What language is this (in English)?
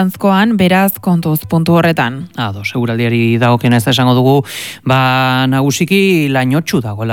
Basque